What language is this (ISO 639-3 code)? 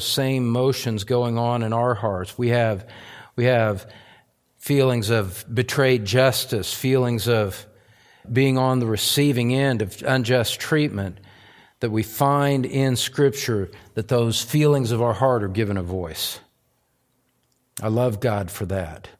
eng